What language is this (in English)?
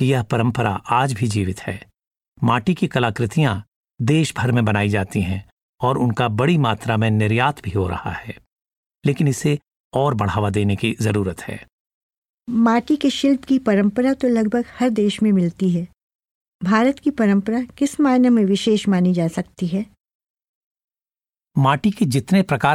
Hindi